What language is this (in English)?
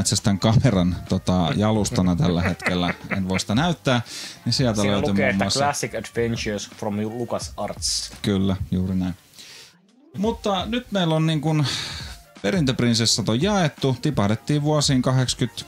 Finnish